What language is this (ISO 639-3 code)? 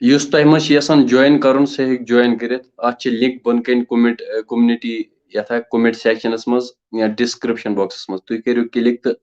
kas